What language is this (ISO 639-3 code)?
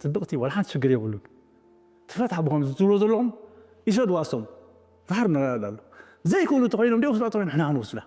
tir